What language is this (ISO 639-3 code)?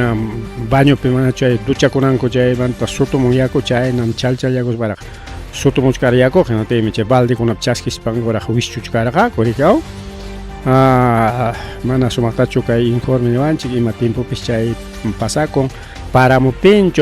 quy